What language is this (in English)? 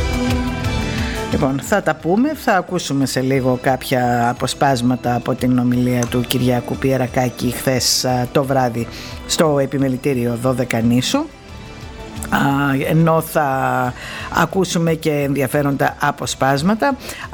Greek